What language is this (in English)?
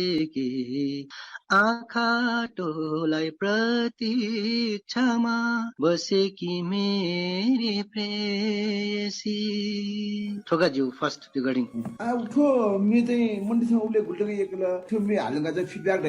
Newari